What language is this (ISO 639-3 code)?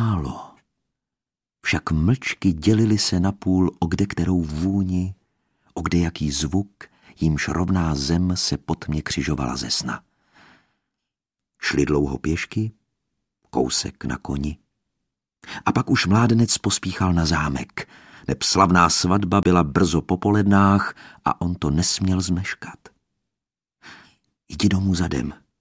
ces